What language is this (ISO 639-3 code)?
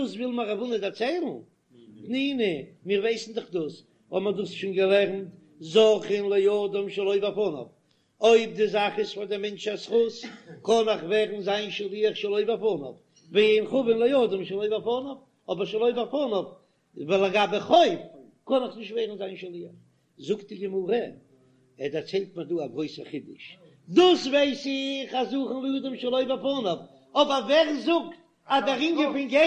yid